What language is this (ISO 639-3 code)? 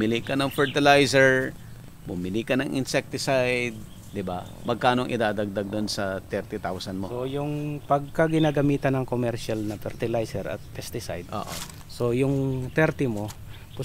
fil